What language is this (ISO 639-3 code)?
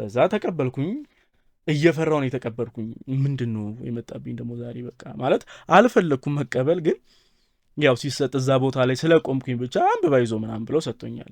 amh